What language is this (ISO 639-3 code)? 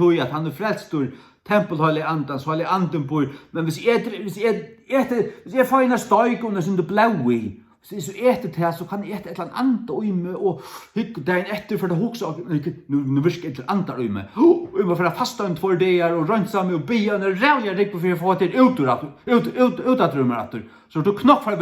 fao